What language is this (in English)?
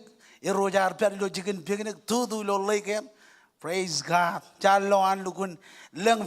Marshallese